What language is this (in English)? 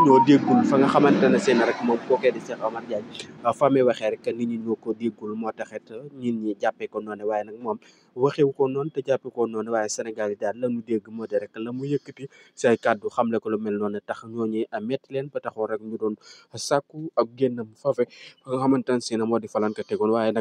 Wolof